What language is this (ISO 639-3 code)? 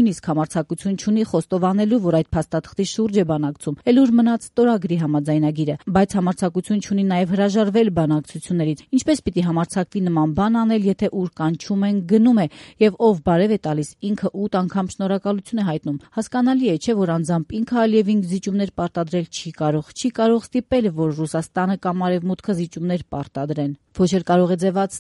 hye